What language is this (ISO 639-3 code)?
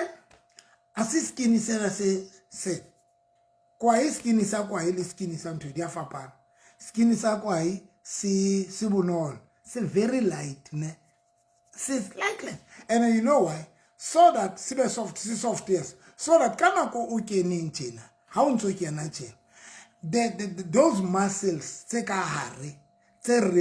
sot